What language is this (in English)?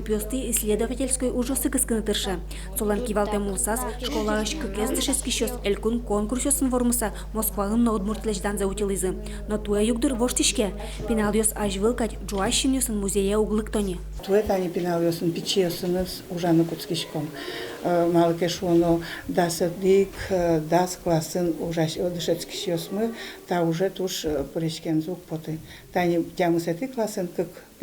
Udmurt